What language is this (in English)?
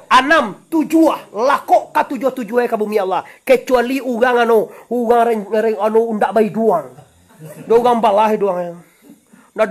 Minangkabau